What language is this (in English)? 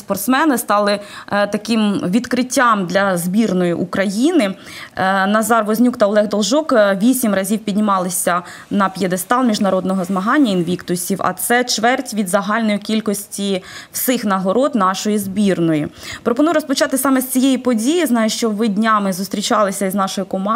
Ukrainian